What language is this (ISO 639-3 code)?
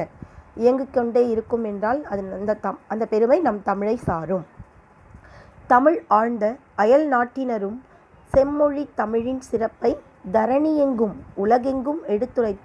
tam